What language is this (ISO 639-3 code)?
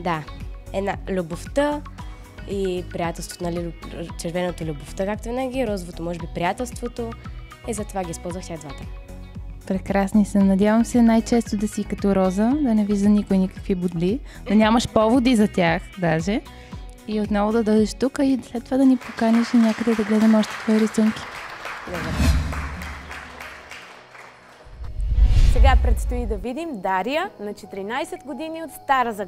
bul